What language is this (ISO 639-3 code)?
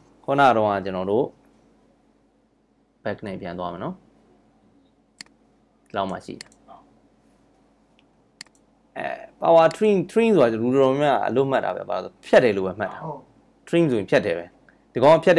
mya